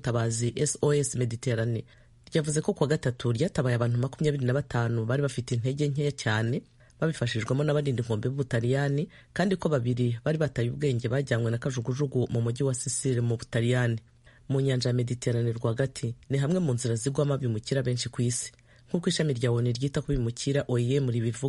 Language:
Kinyarwanda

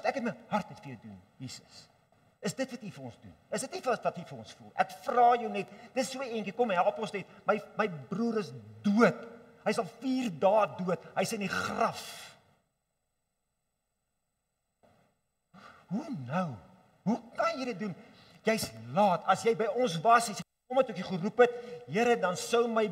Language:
Afrikaans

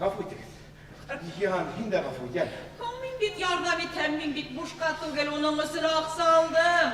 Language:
Bashkir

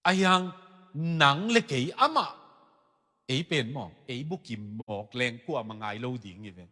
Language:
Tedim Chin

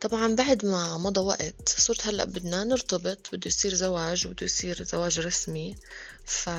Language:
North Levantine Arabic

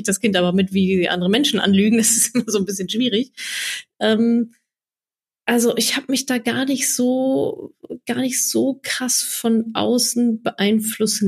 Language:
German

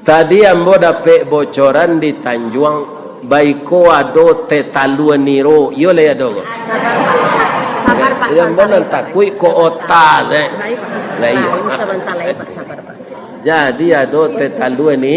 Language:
Minangkabau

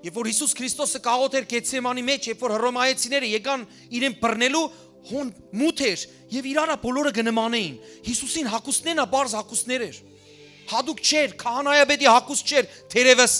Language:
Western Armenian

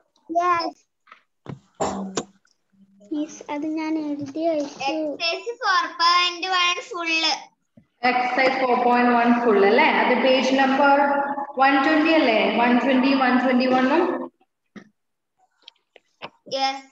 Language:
Malayalam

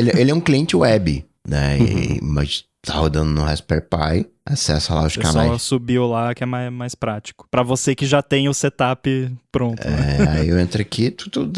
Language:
Portuguese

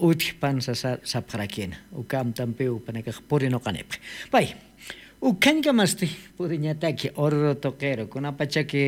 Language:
Aymara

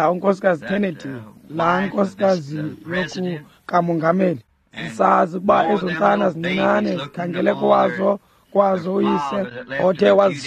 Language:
Xhosa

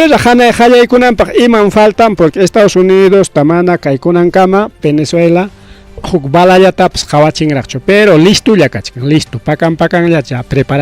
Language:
Ayacucho Quechua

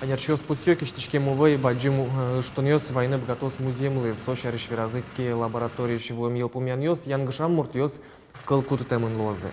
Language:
Udmurt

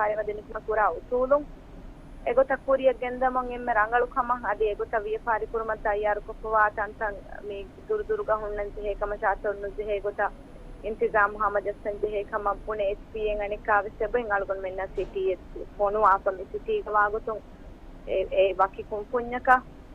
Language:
Divehi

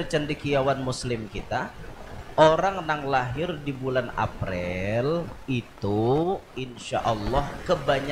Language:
Banjar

